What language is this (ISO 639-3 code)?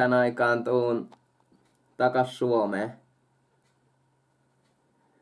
fin